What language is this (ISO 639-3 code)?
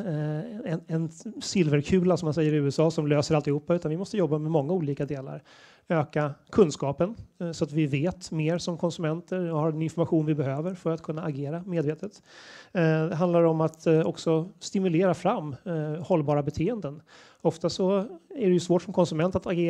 swe